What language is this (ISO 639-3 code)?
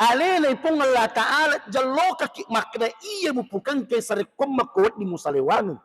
bug